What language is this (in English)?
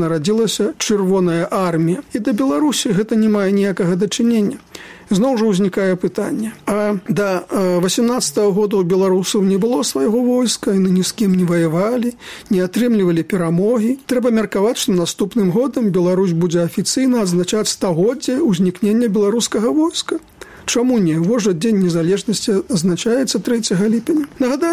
Belarusian